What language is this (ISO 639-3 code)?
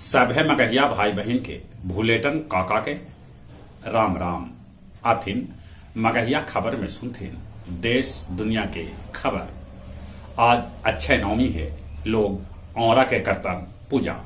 mag